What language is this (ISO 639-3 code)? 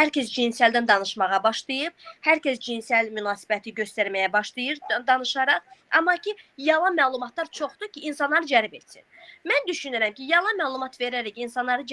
aze